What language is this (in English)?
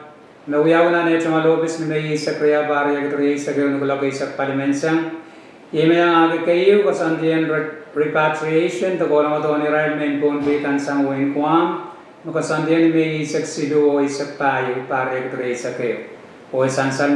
Pohnpeian